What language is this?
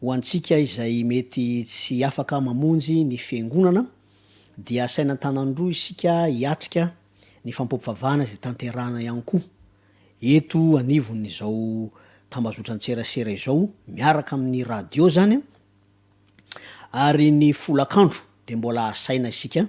Malagasy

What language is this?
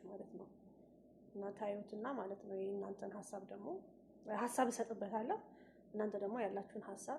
Amharic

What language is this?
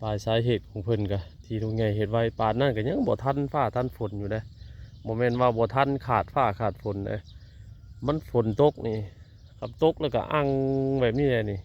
Northeastern Thai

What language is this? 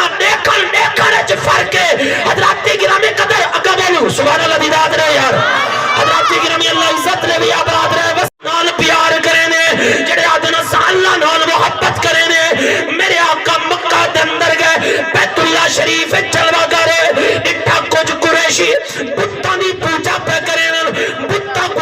Saraiki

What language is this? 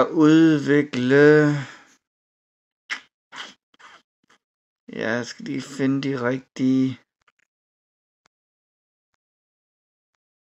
Danish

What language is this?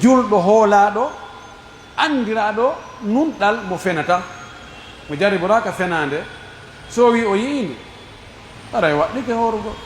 Pular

